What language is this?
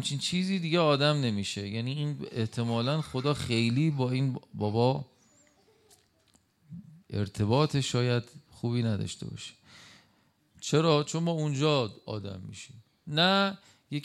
Persian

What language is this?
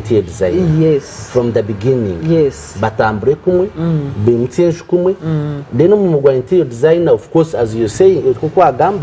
Nyankole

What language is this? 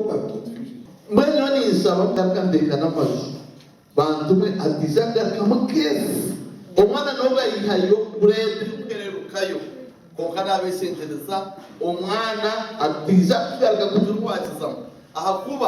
Nyankole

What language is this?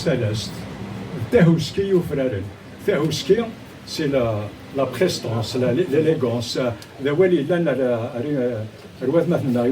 Kabyle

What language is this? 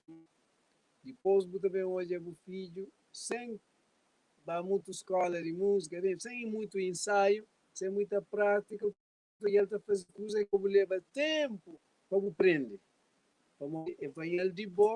Kabuverdianu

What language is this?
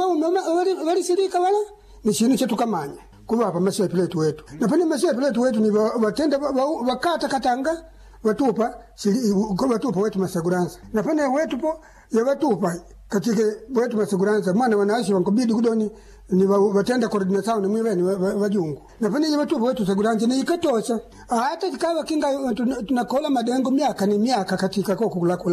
Swahili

